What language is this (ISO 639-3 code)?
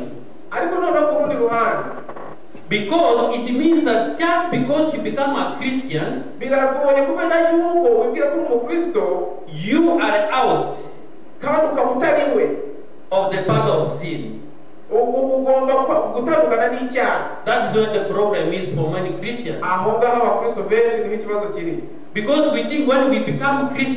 kin